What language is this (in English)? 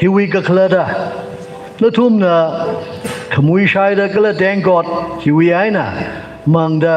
Tangkhul Naga (India)